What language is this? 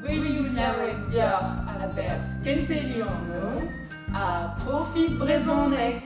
Breton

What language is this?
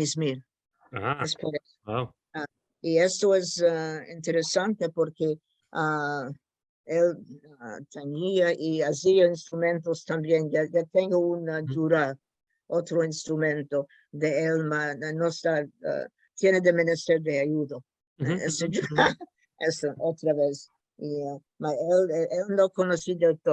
Ladino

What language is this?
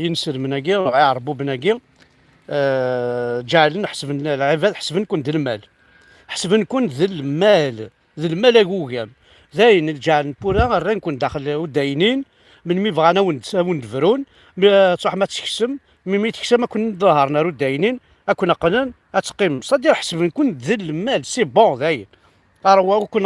Kabyle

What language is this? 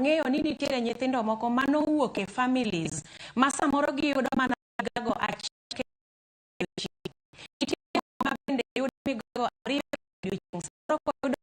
Luo (Kenya and Tanzania)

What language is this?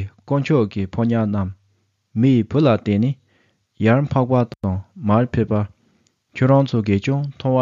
Tibetan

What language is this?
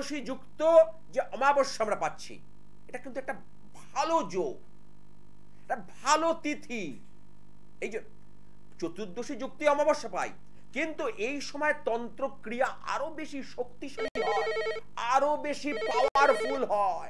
Bangla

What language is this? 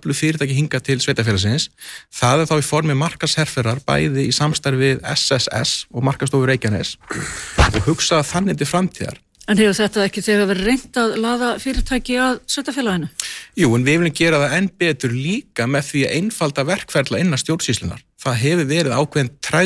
Icelandic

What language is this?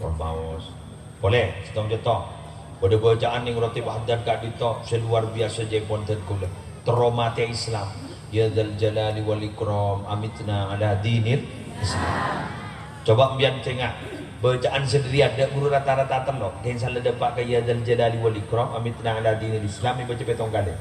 Madurese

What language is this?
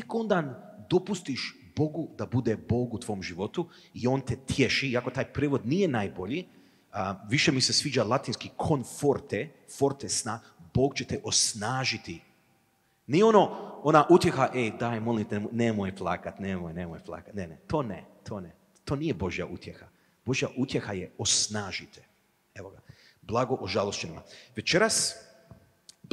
Croatian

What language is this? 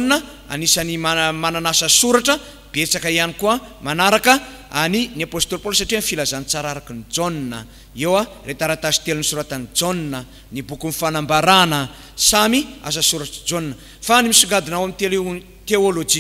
Malagasy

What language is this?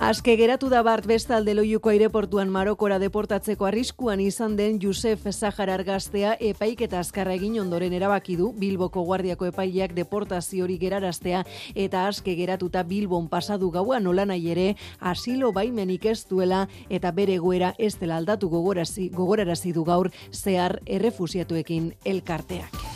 Basque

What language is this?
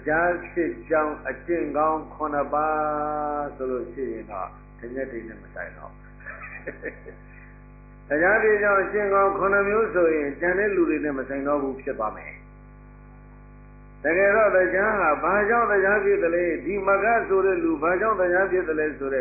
Burmese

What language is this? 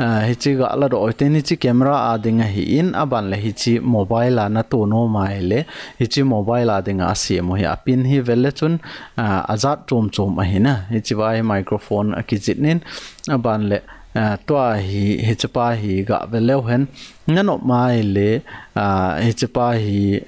Thado Chin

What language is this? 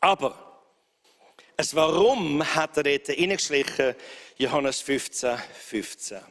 Swiss German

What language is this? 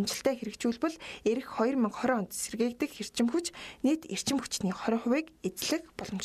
Mongolian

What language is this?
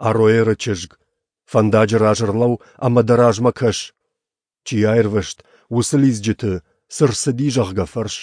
Ossetic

